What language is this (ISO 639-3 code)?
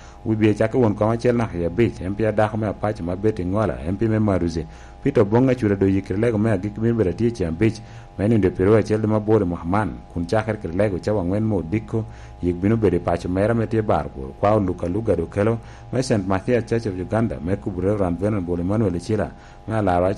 laj